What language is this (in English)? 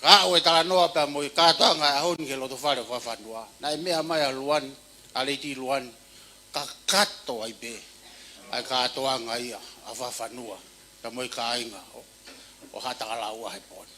Tongan